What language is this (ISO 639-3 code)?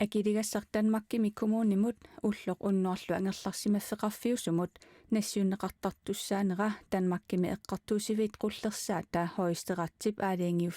kal